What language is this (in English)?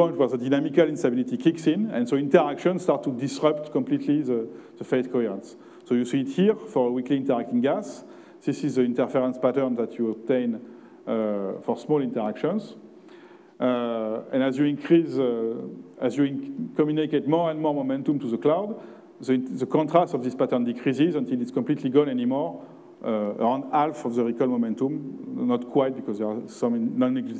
English